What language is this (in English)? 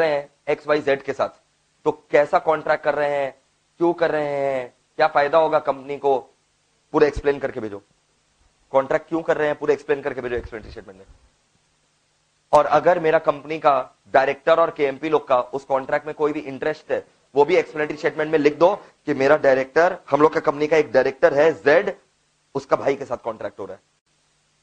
Hindi